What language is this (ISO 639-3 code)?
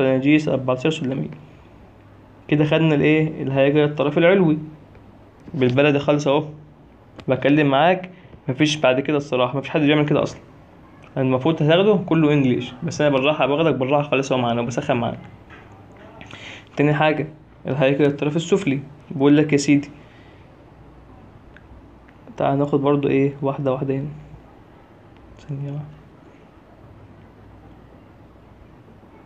arz